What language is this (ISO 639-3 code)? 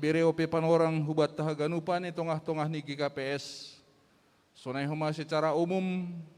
bts